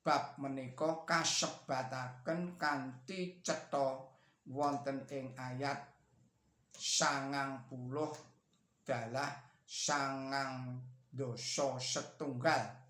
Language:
Javanese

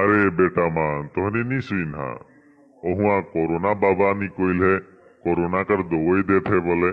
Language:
Sadri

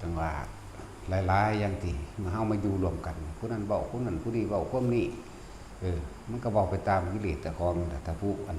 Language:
Northeastern Thai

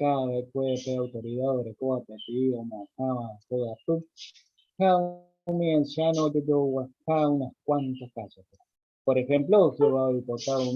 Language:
Guarani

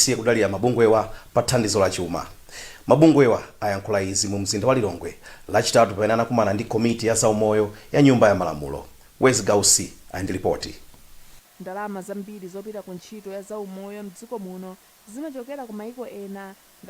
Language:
Nyanja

